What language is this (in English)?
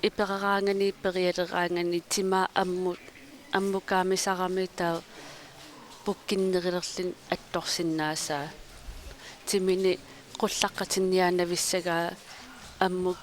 Kalaallisut